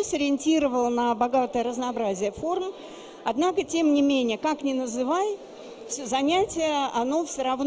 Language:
Russian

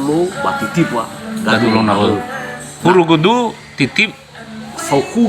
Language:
Nias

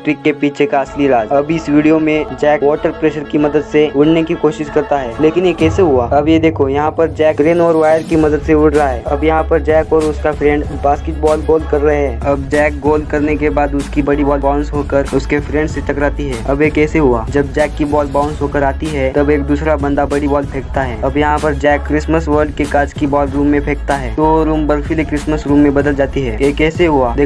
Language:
Hindi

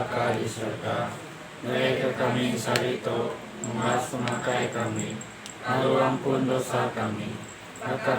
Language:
Iban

